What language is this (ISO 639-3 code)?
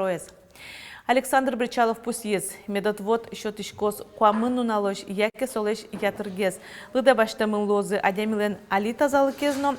udm